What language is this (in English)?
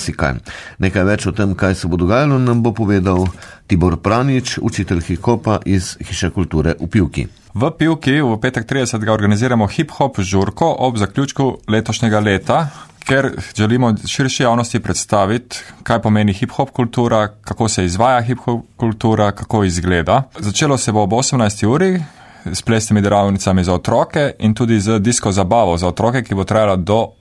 Slovenian